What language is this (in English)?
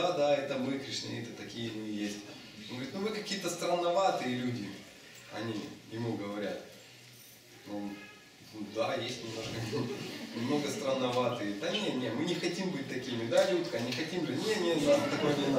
Russian